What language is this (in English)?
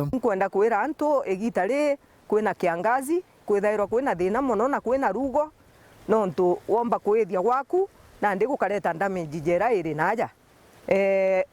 Meru